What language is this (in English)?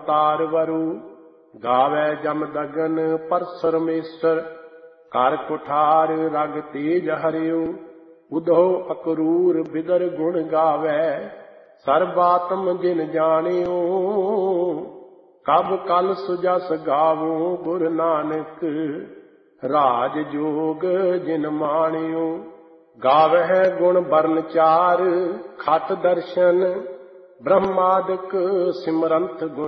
Punjabi